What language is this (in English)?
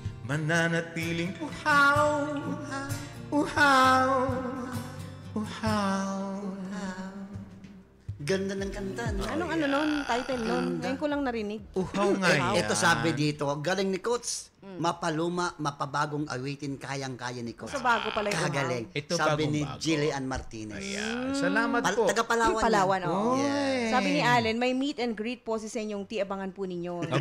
Filipino